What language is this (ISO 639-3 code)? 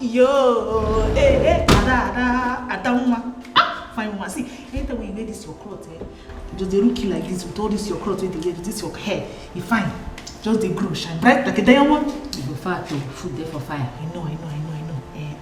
pcm